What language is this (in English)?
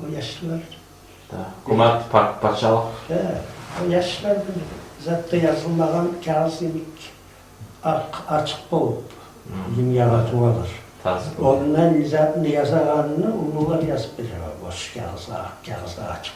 Kumyk